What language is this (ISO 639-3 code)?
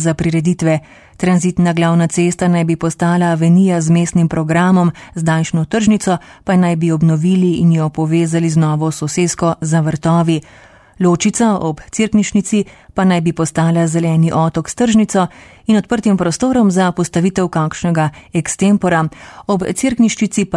slv